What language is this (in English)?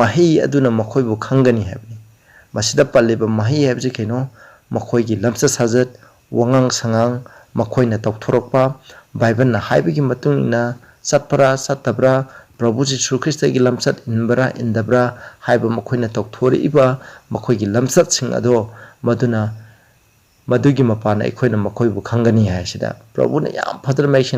Manipuri